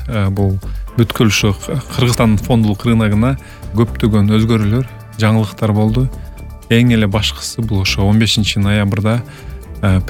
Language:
Kyrgyz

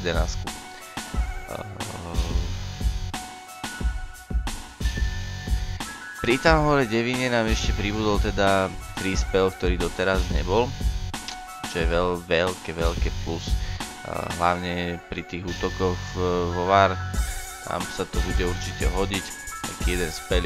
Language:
Slovak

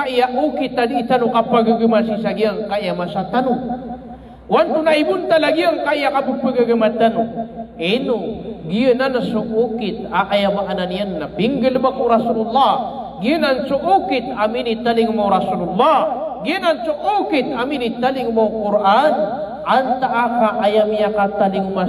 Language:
Maranao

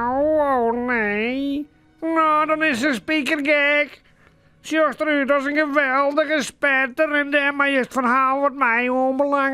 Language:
Western Frisian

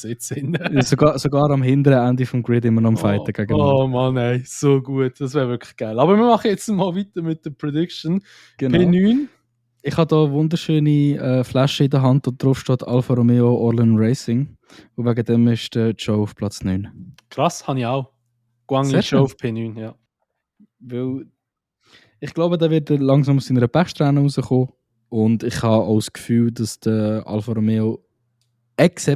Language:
Swiss German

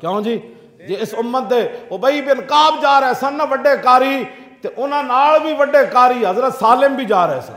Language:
Western Panjabi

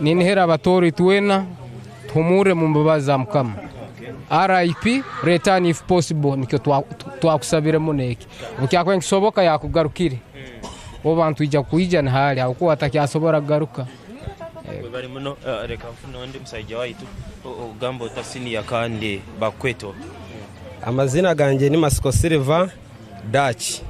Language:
Tooro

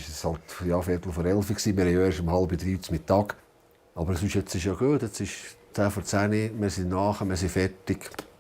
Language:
Swiss German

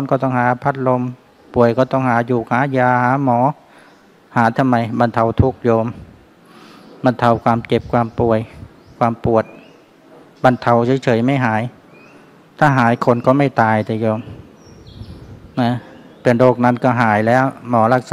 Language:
Thai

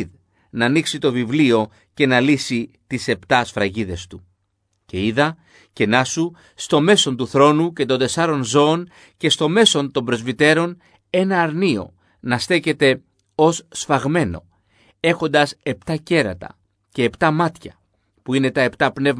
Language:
Greek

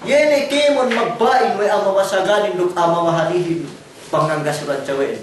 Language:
Yakan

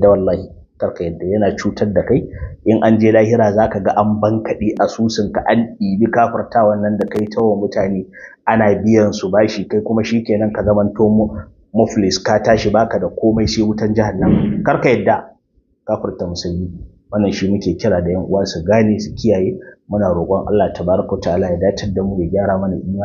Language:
Hausa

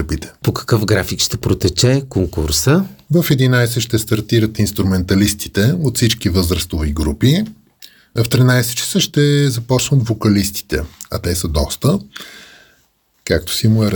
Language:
Bulgarian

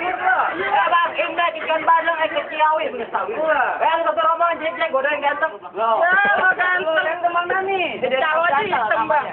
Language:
Betawi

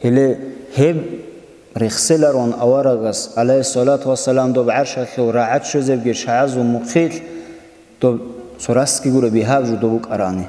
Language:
Avaric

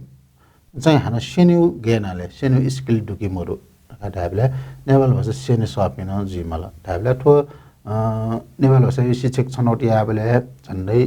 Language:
Newari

